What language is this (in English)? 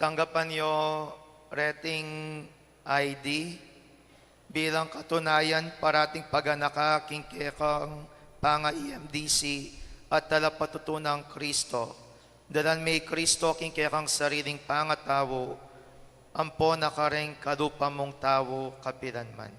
Pampanga